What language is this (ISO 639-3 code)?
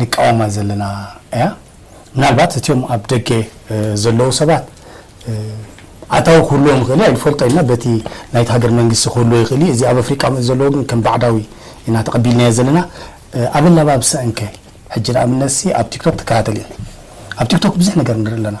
tir